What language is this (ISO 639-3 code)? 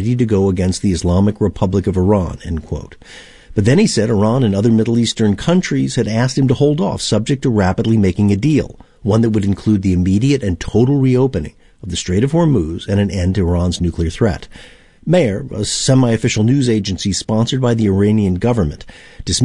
eng